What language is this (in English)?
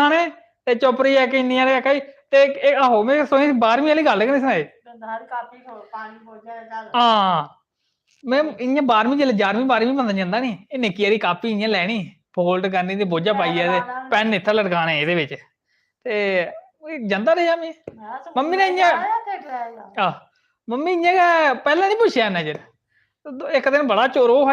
Dogri